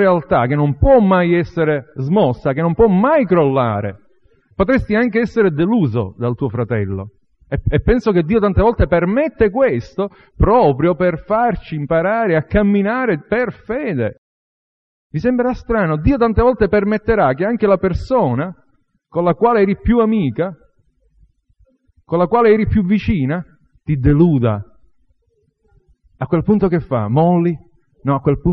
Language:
Italian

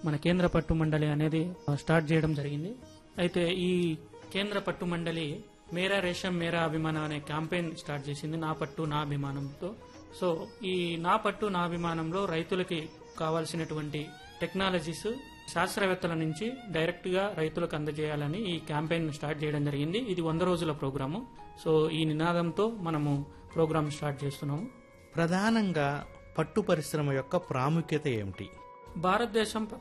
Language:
Telugu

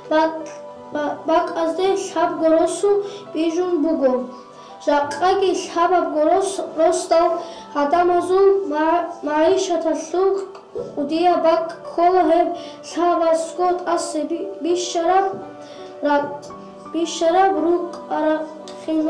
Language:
Avaric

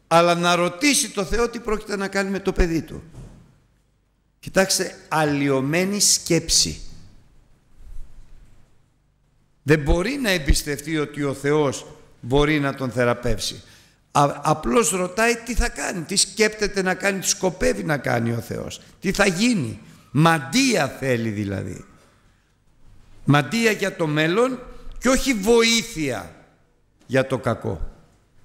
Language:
Greek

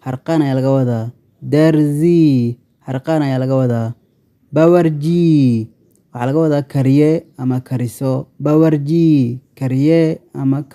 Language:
Somali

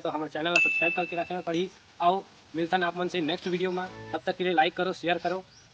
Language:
Chhattisgarhi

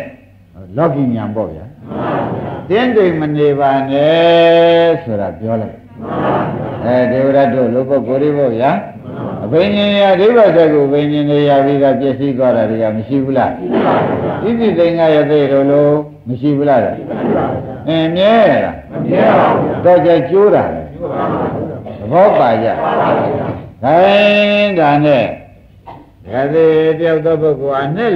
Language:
Burmese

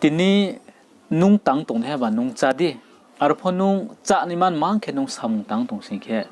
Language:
Riang (India)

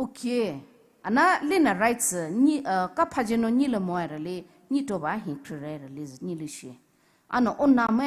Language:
Poumei Naga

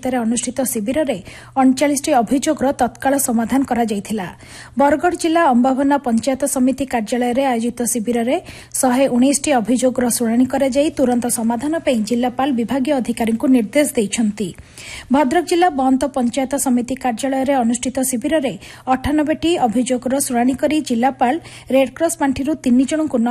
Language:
Odia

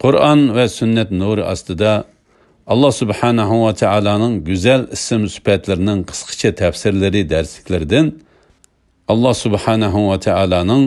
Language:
Uyghur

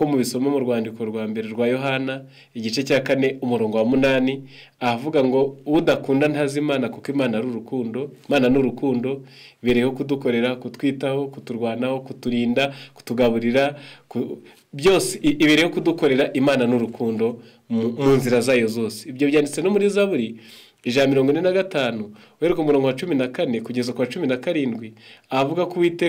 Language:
Kinyarwanda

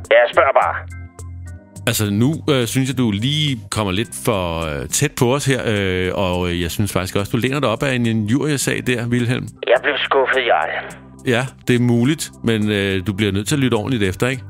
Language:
Danish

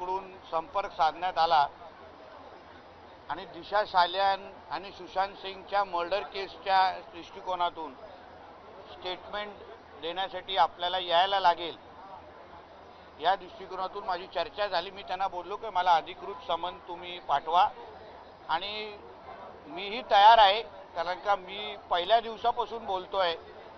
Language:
Marathi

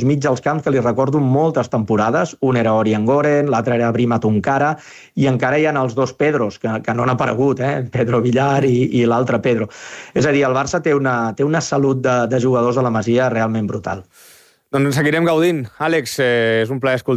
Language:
Catalan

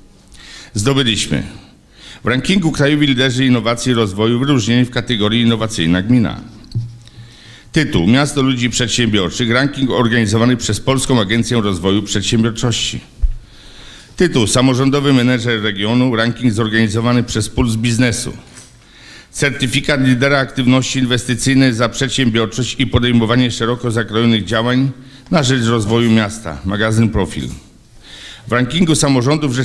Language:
Polish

